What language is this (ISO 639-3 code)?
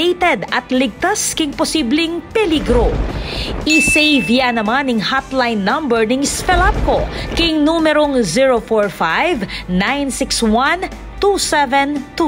pam